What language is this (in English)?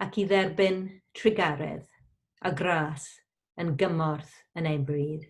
Welsh